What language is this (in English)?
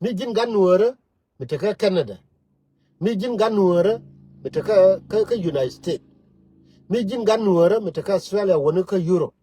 Nuer